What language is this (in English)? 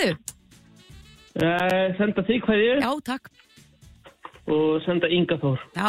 Icelandic